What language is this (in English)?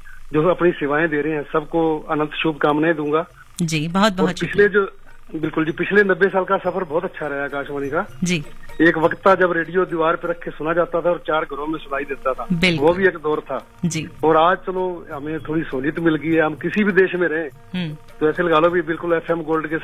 Hindi